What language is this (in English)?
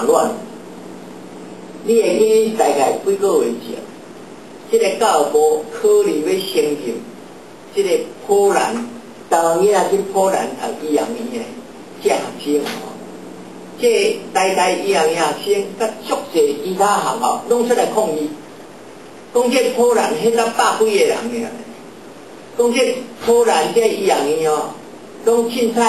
Min Nan Chinese